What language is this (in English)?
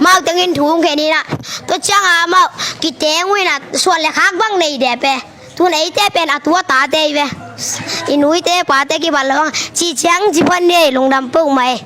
Tedim Chin